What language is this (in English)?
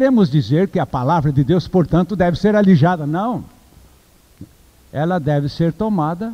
Portuguese